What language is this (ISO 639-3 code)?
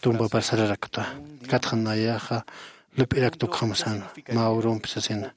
aym